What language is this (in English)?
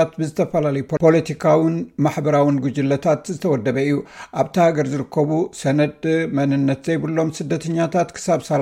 Tigrinya